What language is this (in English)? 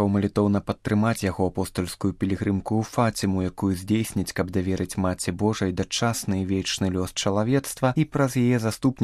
Belarusian